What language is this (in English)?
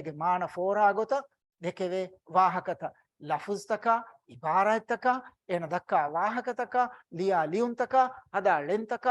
Divehi